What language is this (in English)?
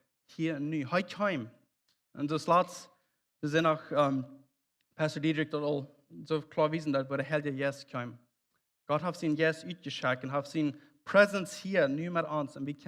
Plautdietsch